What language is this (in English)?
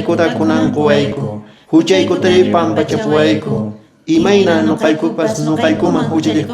Quechua